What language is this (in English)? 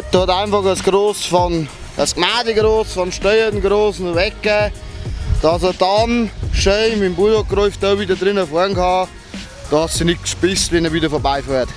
Bavarian